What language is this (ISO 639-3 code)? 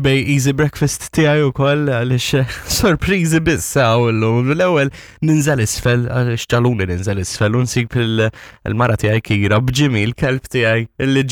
mlt